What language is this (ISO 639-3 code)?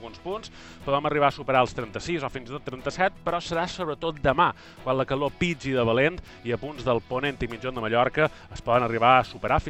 cat